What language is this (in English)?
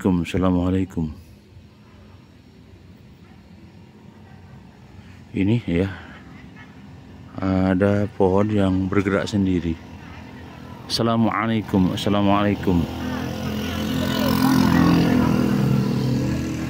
Indonesian